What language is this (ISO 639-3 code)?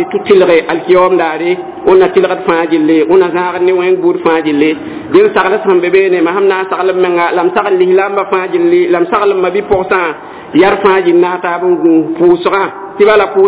mos